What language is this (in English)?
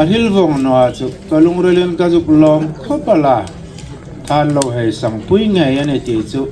Hmar